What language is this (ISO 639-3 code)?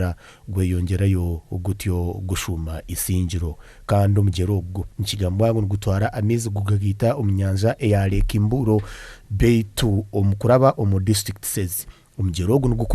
nyn